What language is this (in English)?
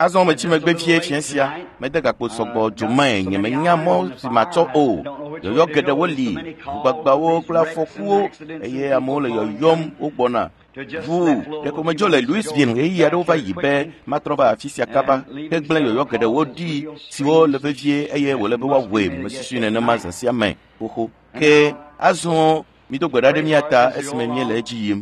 Ewe